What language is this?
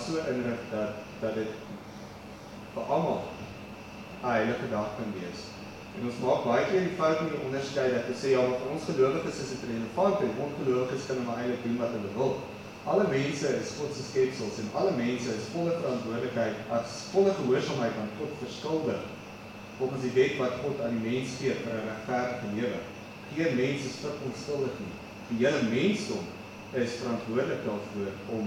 Afrikaans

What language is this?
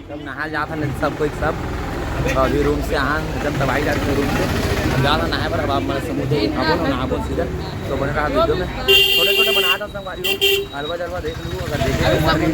Chhattisgarhi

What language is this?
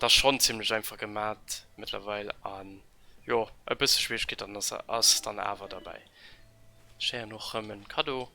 Luxembourgish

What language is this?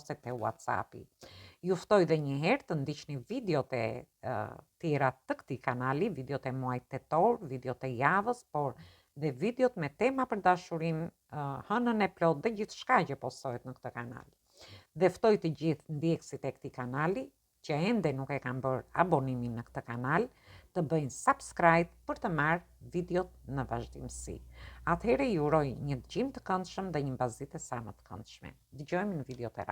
Albanian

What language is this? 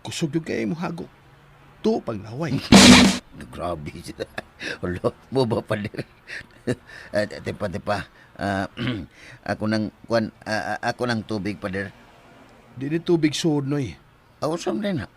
Cebuano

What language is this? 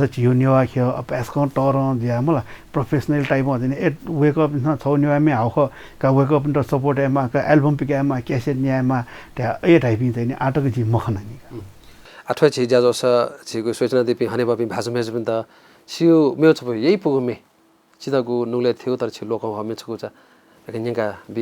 Newari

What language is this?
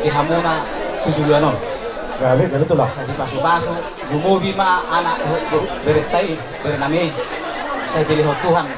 Batak Toba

